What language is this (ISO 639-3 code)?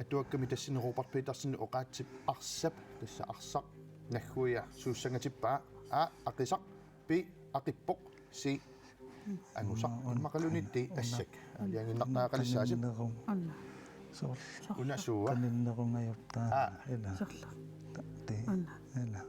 kal